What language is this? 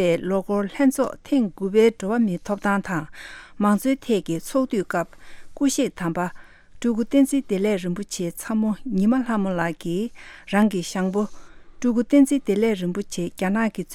Tibetan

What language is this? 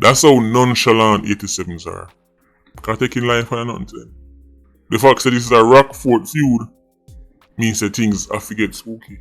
Jamaican Creole English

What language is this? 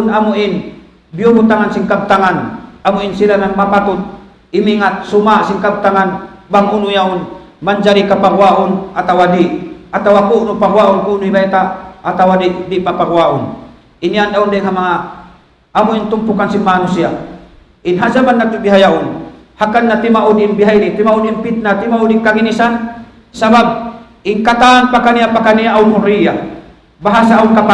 Tausug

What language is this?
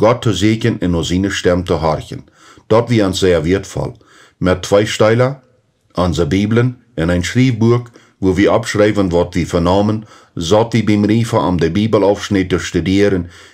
Plautdietsch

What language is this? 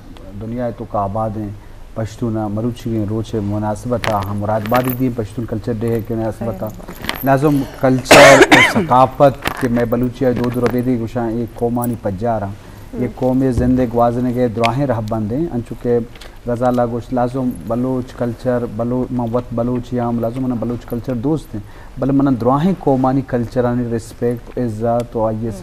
Baluchi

